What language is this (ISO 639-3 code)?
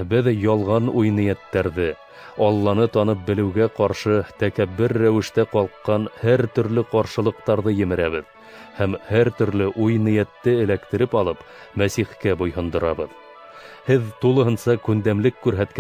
bak